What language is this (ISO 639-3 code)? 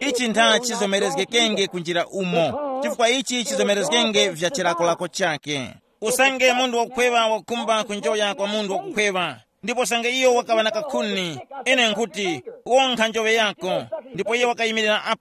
tum